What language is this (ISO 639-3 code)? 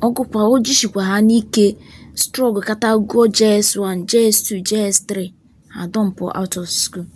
ibo